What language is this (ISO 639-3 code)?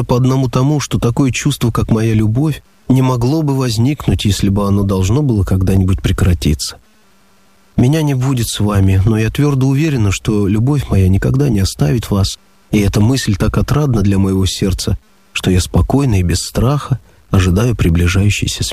rus